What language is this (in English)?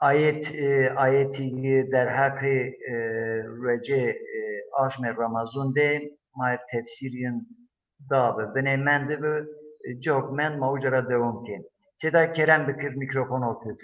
Zaza